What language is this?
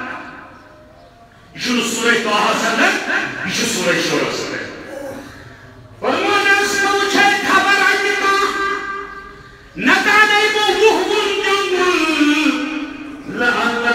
Urdu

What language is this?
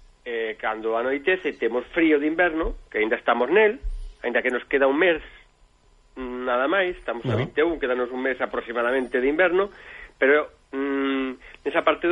Galician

